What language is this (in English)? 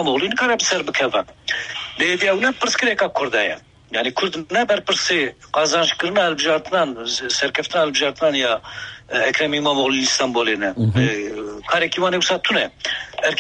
Kurdish